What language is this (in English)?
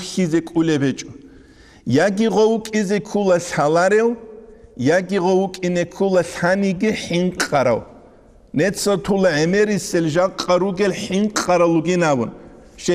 Avaric